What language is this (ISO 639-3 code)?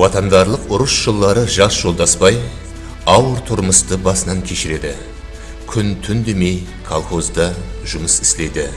kaa